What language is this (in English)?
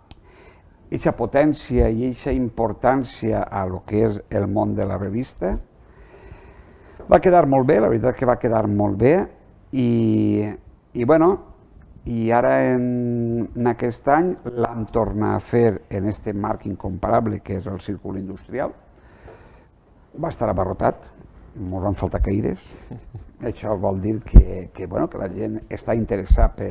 Catalan